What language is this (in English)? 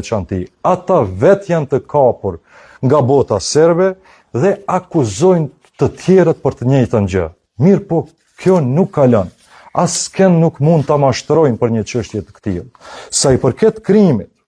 Albanian